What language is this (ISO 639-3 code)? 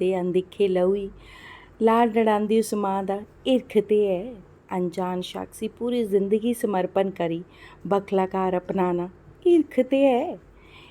doi